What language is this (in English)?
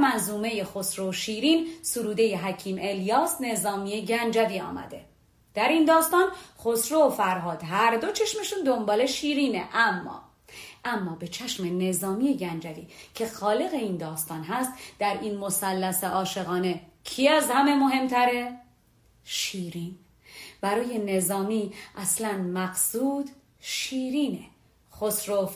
Persian